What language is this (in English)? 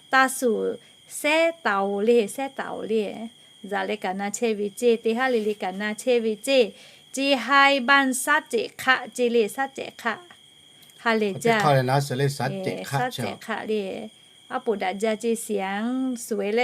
Lahu